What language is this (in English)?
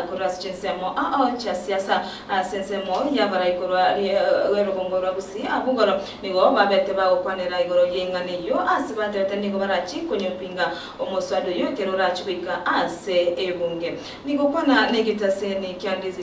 Gusii